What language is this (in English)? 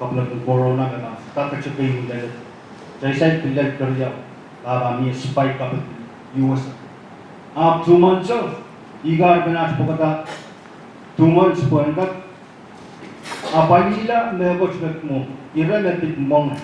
Pohnpeian